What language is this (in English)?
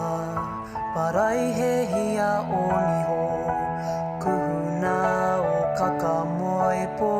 Māori